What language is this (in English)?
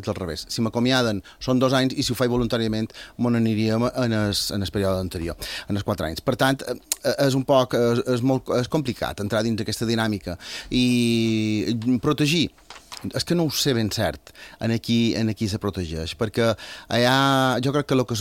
Catalan